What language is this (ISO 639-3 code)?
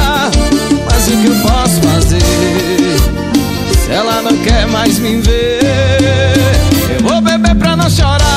por